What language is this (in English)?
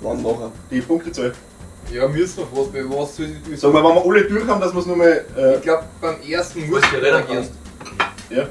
Bavarian